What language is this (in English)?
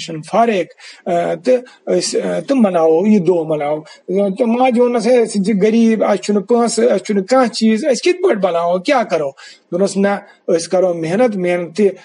Kashmiri